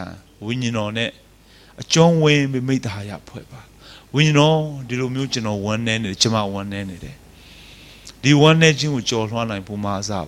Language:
Burmese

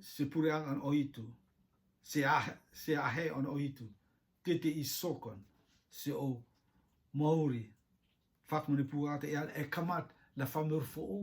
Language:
Rotuman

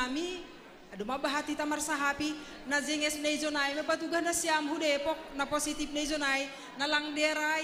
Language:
Batak Simalungun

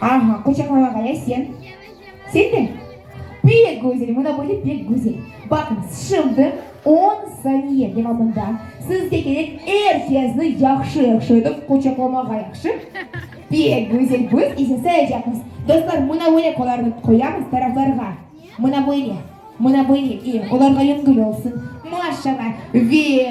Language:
Crimean Tatar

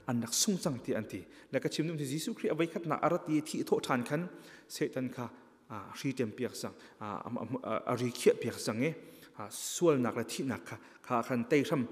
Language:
Hakha Chin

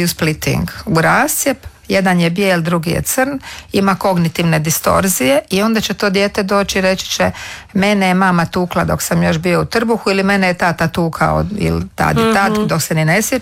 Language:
Croatian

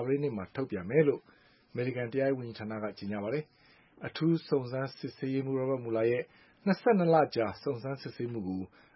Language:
Burmese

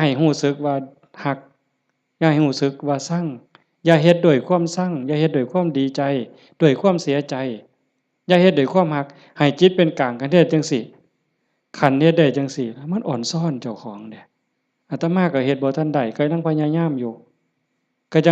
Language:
Northeastern Thai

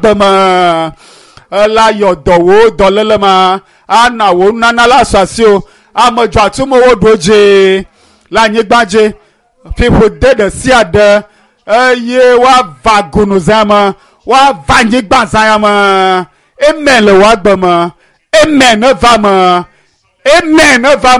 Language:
Ewe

